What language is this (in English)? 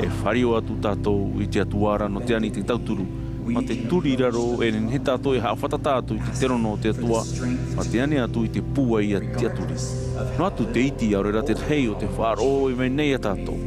Tahitian